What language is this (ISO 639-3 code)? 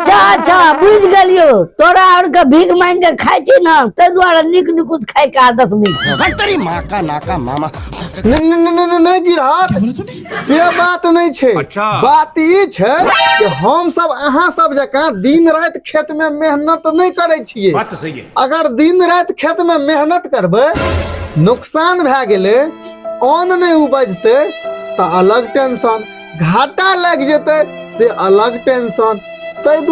mai